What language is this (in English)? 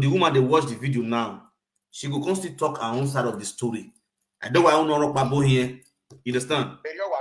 Nigerian Pidgin